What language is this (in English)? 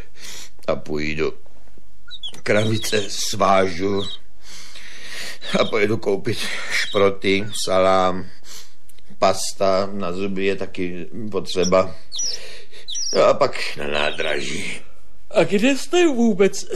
Czech